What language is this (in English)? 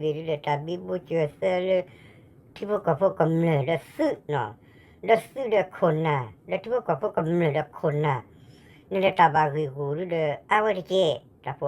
S'gaw Karen